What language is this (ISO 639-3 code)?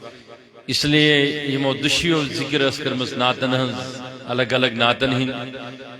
kas